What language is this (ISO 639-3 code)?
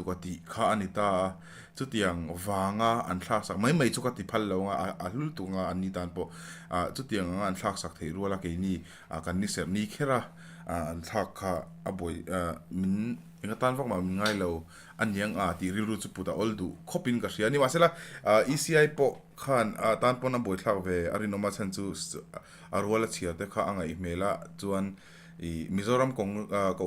lus